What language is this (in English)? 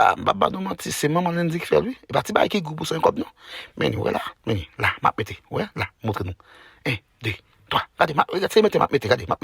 Haitian Creole